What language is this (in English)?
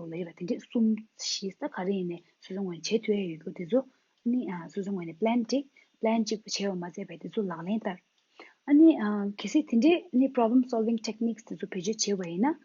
Tibetan